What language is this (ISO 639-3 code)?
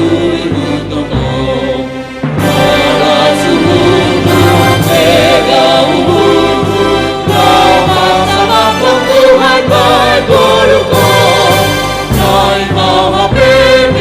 bts